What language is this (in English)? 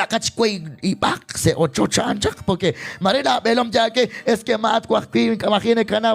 Kekchí